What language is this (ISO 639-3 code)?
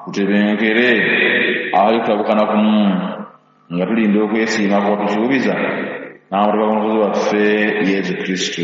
lug